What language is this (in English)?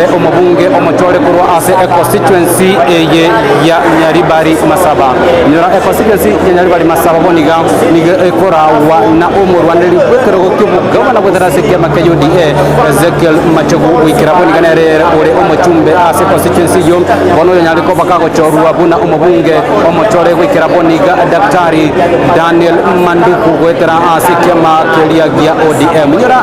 Gusii